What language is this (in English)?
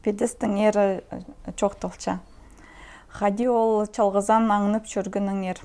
Khakas